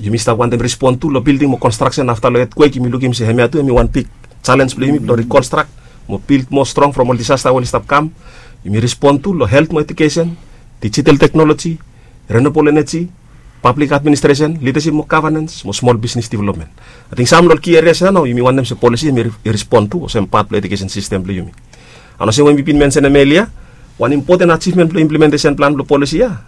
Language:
Bislama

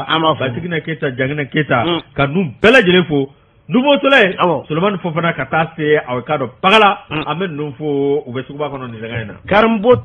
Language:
Bambara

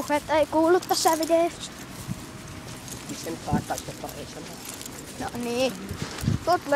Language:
Finnish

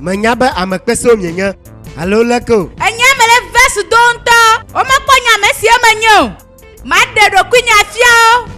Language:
Ewe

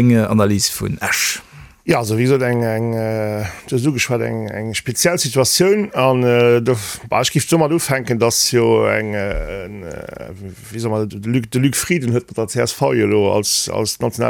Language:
Luxembourgish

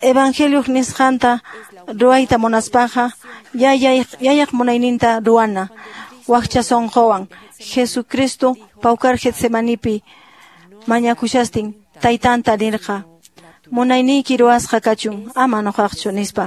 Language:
Quechua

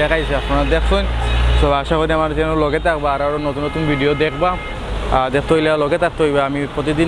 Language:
Sylheti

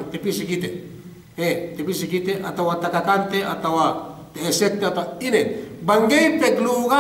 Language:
Yakan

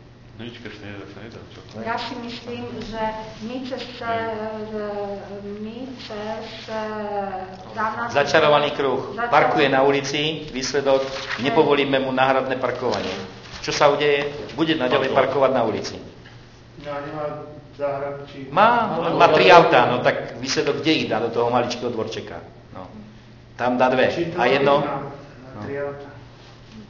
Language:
Slovak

